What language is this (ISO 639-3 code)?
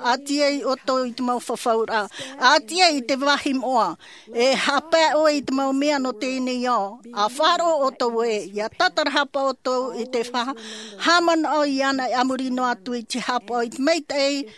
tah